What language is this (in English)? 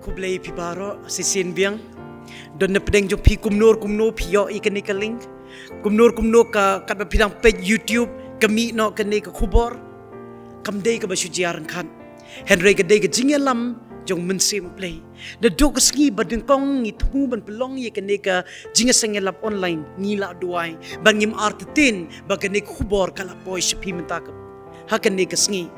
Khasi